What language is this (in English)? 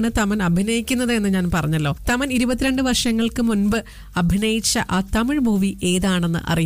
Malayalam